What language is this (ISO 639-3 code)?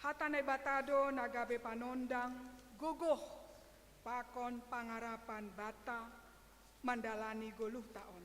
bts